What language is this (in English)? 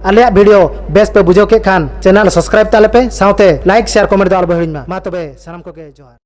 Santali